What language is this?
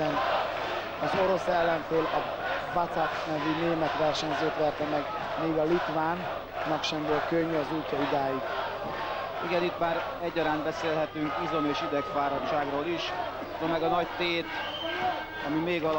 Hungarian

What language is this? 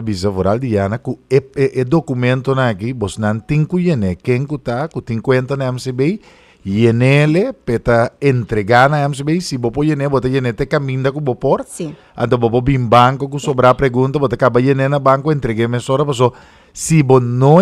Papiamento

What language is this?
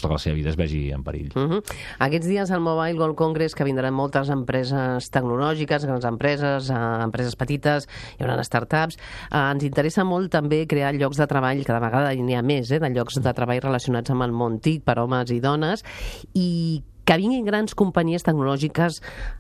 Catalan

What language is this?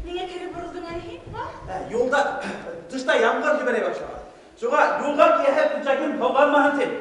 Bashkir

